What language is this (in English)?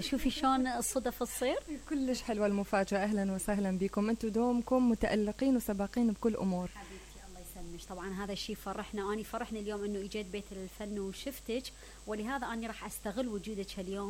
Mesopotamian Arabic